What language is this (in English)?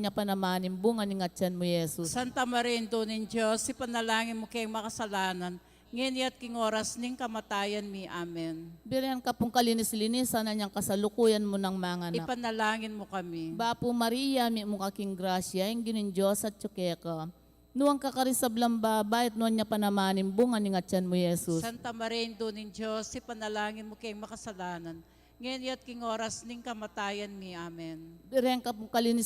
Pampanga